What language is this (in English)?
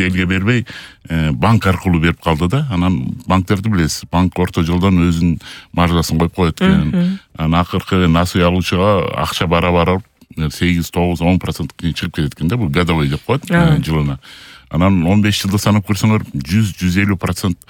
Kyrgyz